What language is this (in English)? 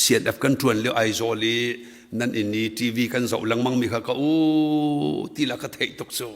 Hakha Chin